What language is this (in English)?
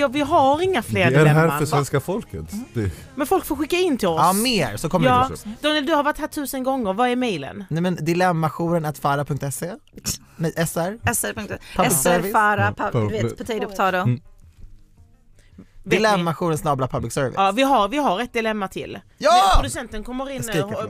Swedish